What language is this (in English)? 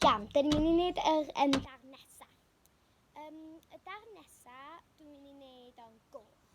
Welsh